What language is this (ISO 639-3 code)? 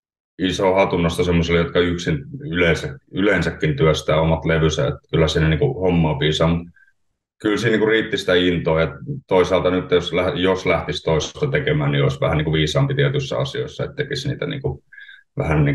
fin